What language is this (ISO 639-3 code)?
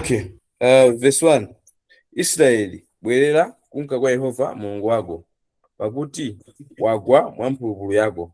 nya